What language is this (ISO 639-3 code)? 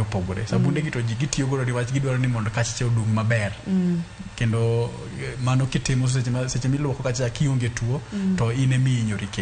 luo